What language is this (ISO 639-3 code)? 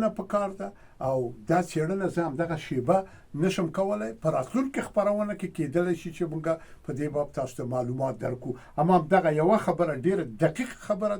pus